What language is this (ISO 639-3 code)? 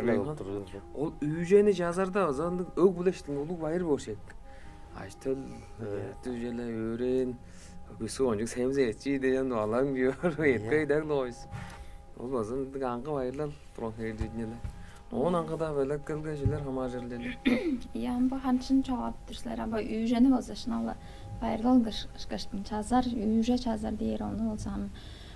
tyv